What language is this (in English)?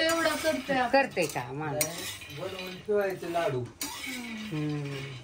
Marathi